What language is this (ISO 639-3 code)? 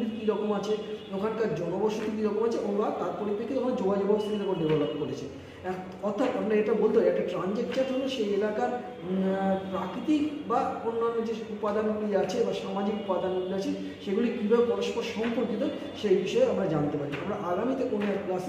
ben